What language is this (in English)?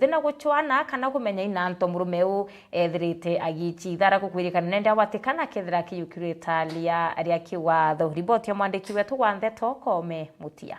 Meru